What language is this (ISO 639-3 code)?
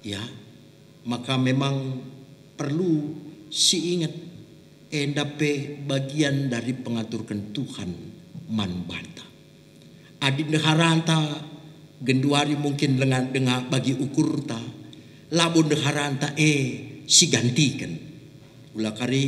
btx